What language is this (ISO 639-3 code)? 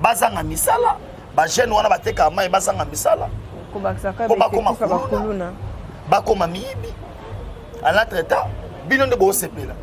lin